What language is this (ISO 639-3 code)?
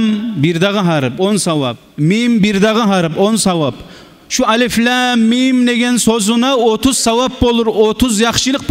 kum